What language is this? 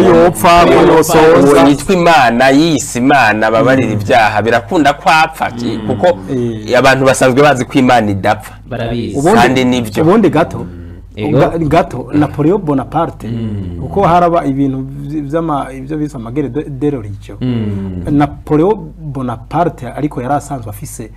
Rundi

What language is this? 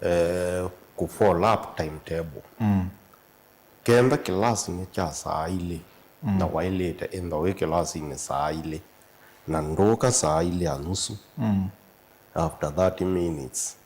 Kamba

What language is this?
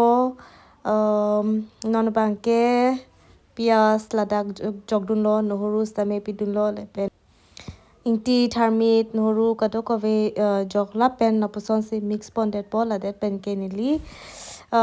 Karbi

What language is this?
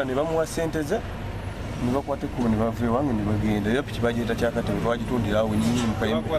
Nyankole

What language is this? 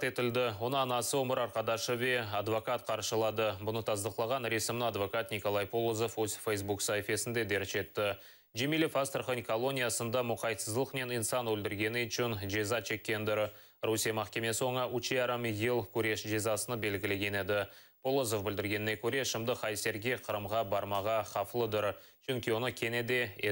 Crimean Tatar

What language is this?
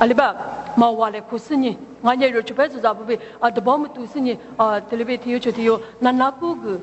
Lisu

